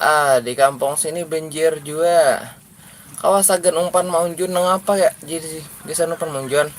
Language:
Banjar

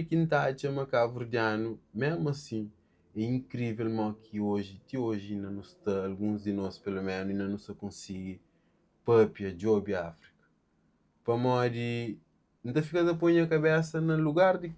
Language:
Kabuverdianu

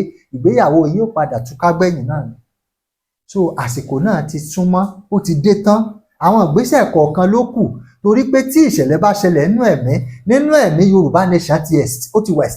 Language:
Yoruba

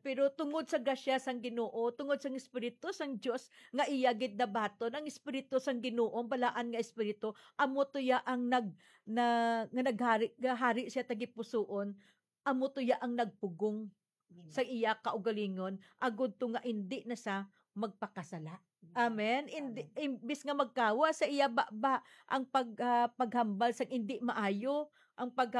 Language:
Hiligaynon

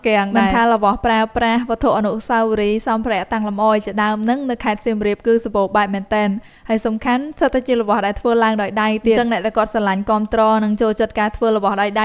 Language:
Khmer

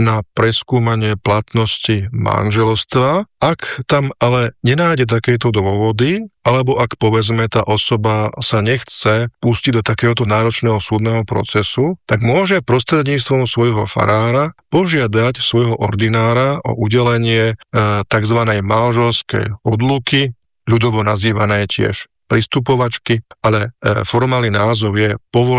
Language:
Slovak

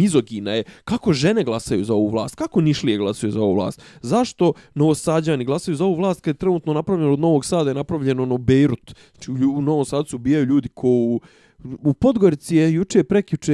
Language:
Bosnian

